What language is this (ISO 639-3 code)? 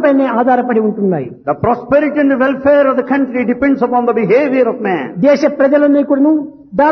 tel